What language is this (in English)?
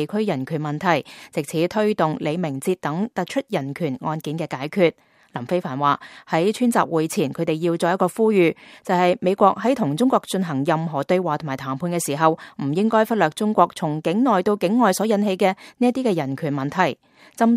Cantonese